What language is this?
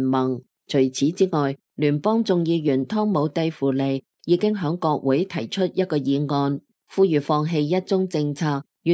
Cantonese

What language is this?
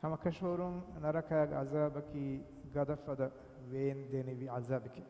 Divehi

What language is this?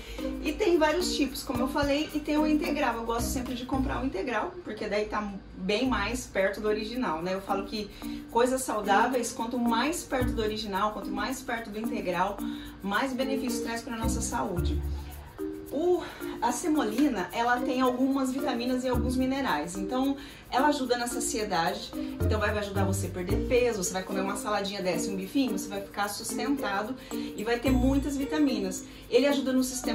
Portuguese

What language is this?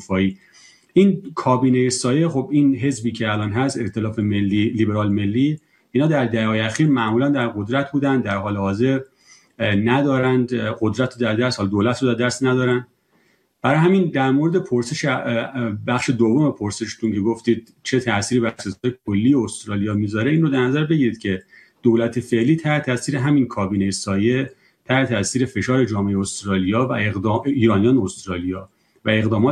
Persian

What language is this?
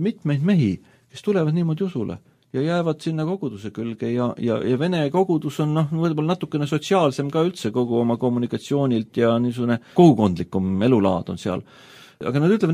Estonian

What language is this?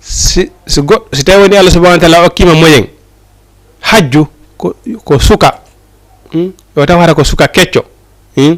Fula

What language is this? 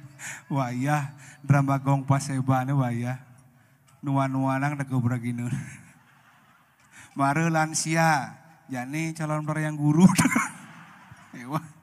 Balinese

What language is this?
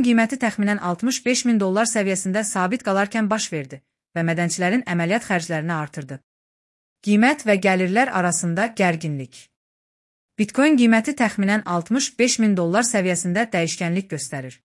Azerbaijani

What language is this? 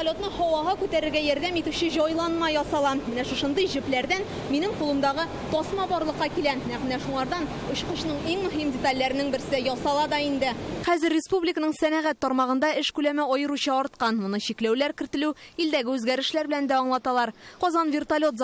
Tatar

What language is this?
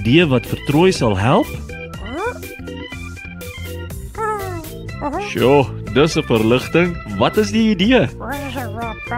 Afrikaans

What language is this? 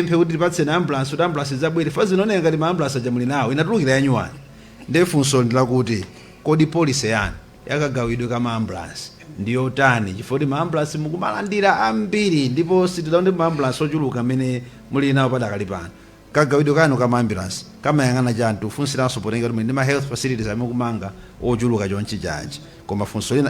Nyanja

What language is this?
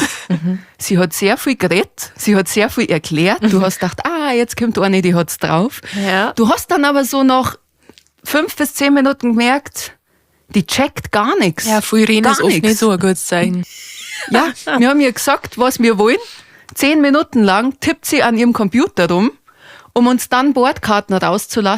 Bavarian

